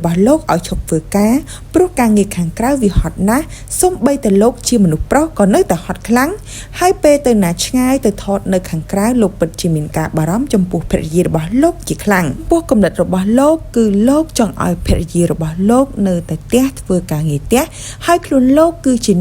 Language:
Khmer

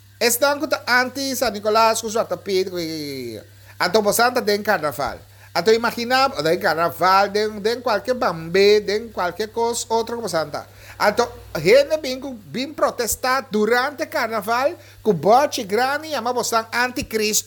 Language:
Papiamento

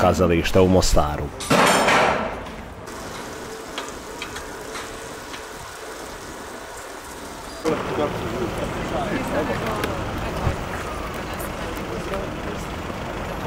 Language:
Croatian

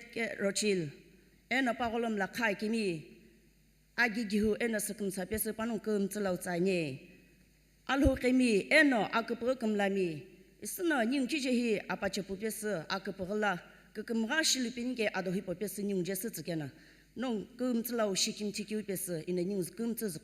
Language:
Sumi Naga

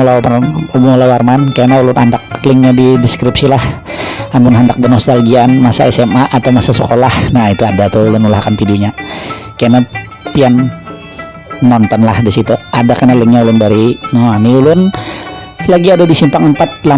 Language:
Banjar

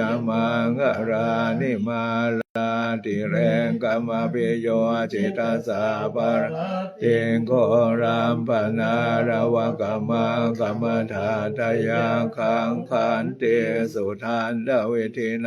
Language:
Pali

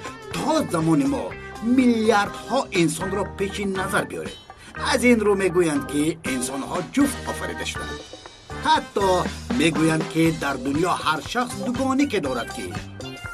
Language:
Tajik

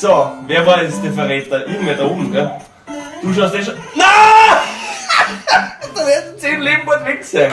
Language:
Bavarian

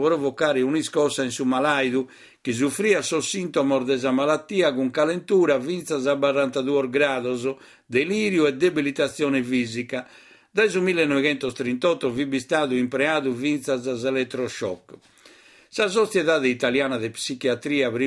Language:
Sardinian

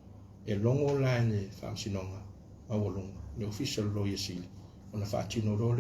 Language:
Samoan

